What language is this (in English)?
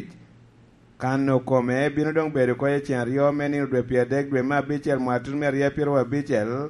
Lango (Uganda)